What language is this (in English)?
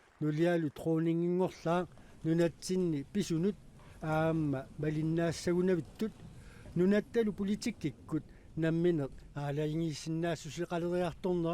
Kalaallisut